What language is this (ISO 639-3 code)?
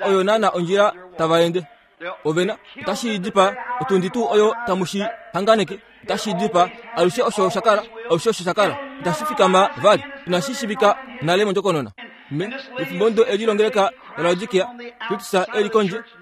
kua